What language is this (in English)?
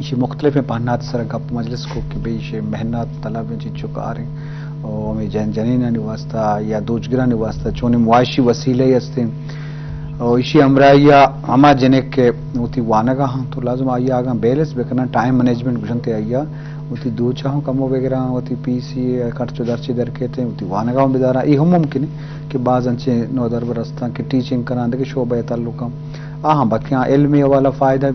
Eastern Balochi